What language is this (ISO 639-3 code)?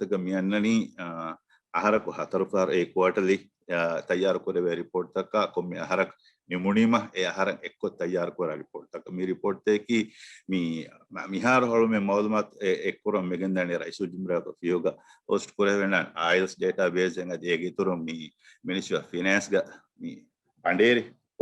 div